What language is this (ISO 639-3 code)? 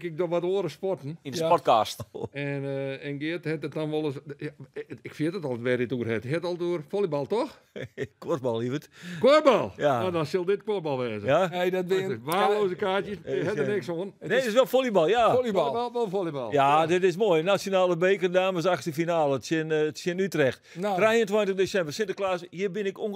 fry